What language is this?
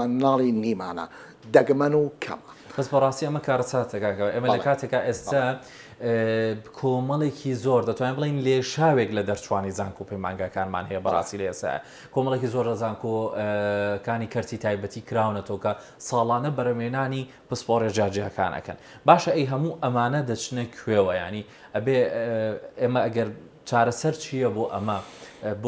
Central Kurdish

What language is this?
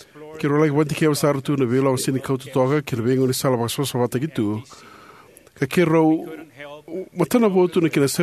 Fijian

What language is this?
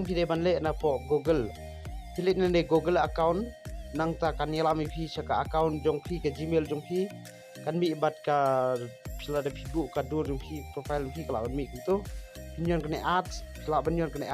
Khasi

